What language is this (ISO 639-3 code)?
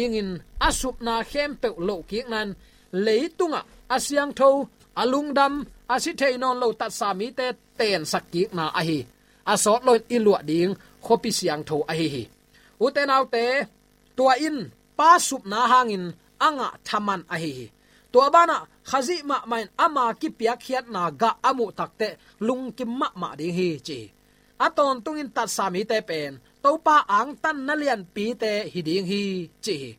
ctd